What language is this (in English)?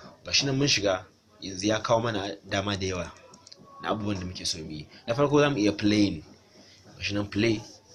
Hausa